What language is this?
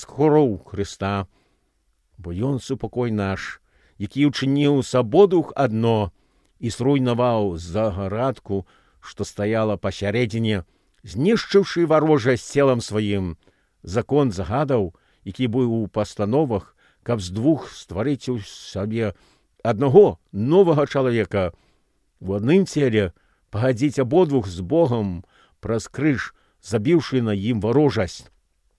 Belarusian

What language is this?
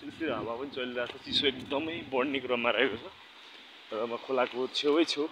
Nepali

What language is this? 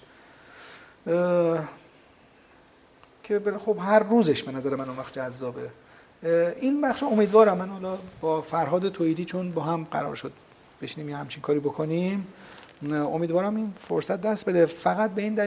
Persian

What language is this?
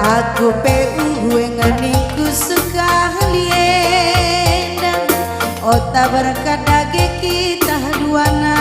Batak Karo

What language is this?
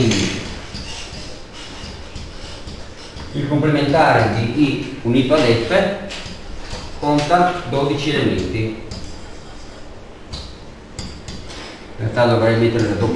Italian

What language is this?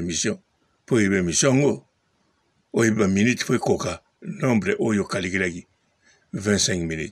Lingala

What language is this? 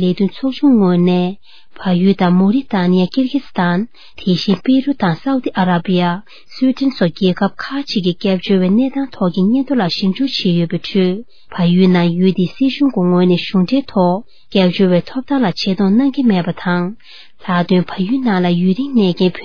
Tibetan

